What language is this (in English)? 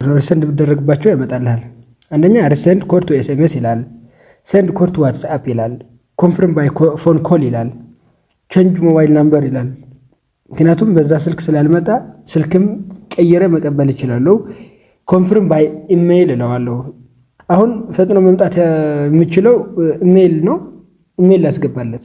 Amharic